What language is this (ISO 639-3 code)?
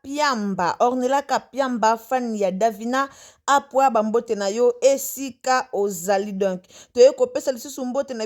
lin